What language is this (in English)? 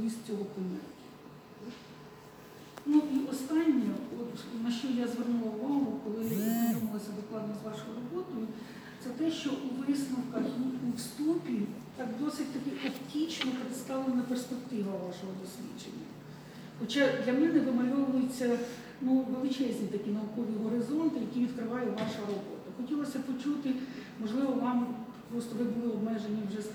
Ukrainian